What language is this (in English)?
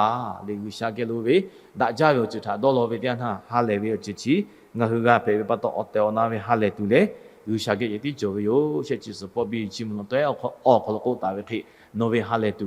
Lahu